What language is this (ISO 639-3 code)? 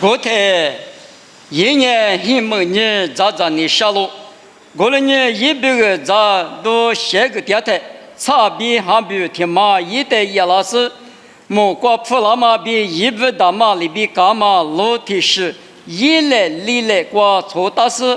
lis